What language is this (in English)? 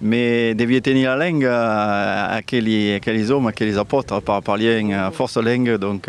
Occitan